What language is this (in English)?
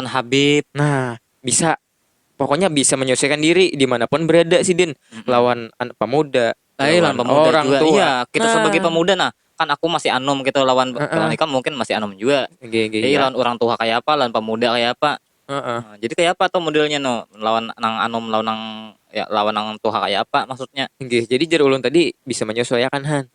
Banjar